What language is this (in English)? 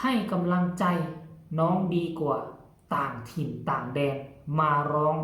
Northeastern Thai